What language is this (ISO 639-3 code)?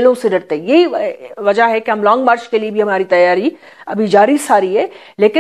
urd